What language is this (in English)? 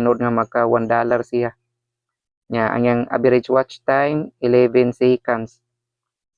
Cebuano